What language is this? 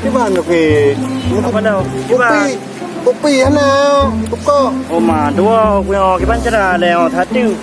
Achinese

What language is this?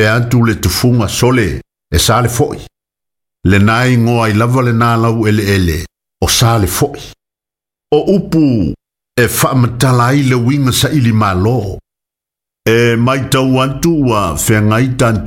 Samoan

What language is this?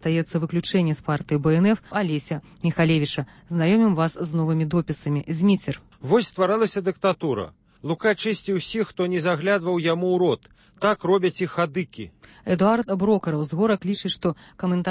Belarusian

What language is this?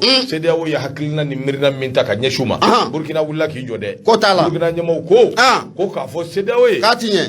Bambara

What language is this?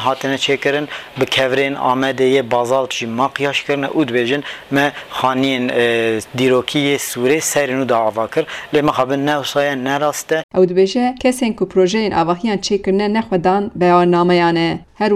Kurdish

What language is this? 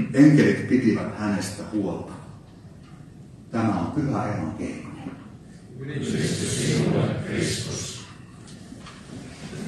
Finnish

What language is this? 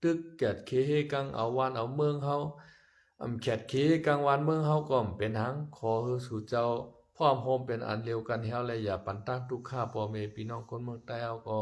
Shan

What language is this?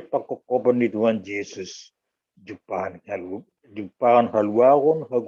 Batak Simalungun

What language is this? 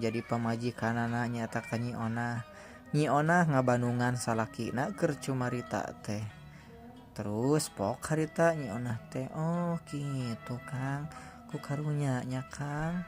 Sundanese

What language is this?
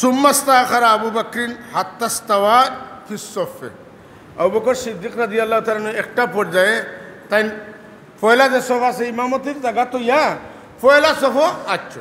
Sylheti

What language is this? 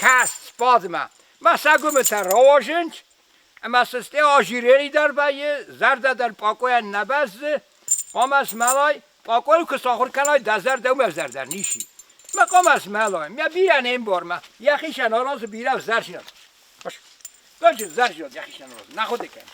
Ossetic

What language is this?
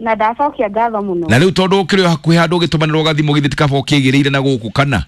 Kikuyu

